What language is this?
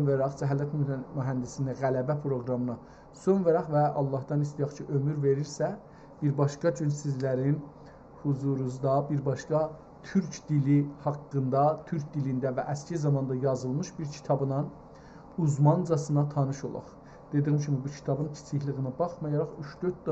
South Azerbaijani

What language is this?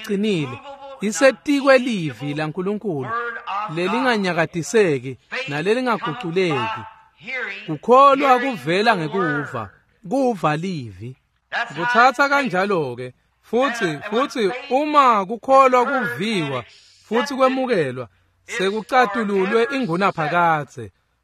Swati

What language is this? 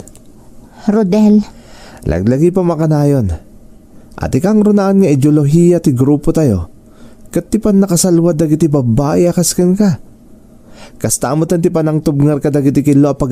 Iloko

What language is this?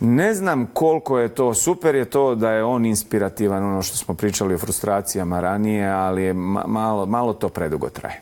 Bosnian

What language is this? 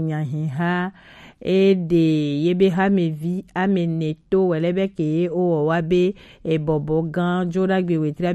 Gen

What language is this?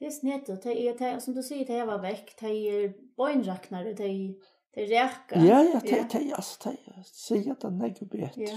Faroese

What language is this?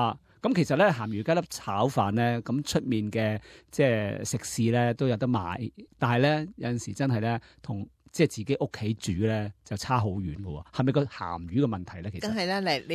Cantonese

